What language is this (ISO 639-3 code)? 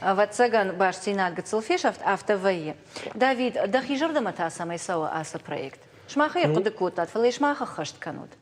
oss